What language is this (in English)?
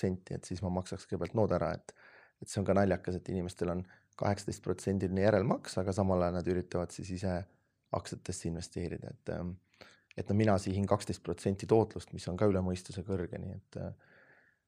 Estonian